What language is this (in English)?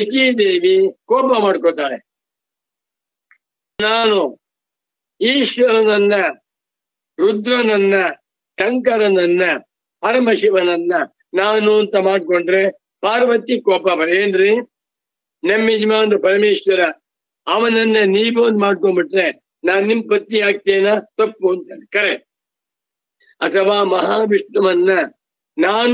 Kannada